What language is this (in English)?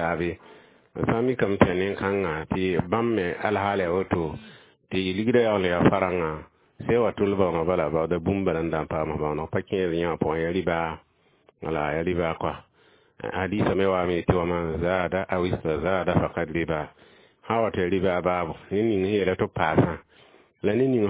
Mossi